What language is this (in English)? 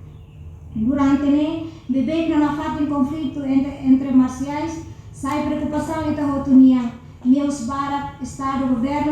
Tetum